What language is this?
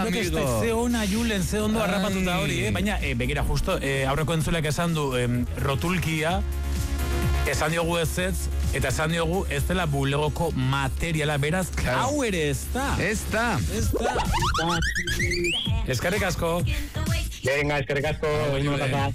Basque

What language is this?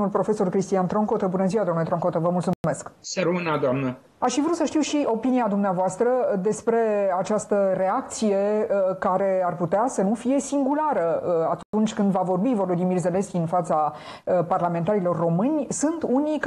Romanian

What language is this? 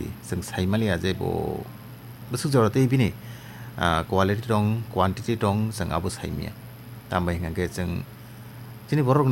Kok Borok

